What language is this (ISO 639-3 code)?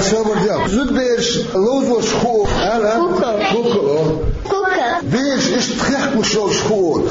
che